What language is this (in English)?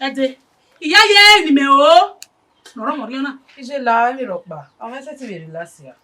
Bini